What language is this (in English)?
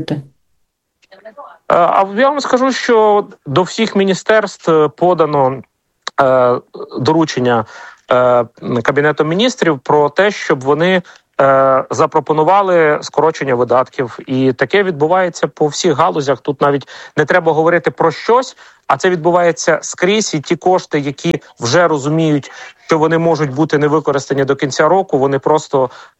Ukrainian